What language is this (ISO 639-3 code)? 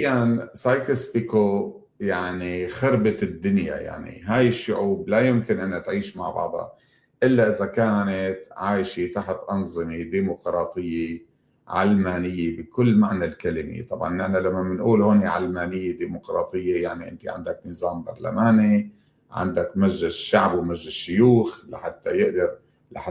apc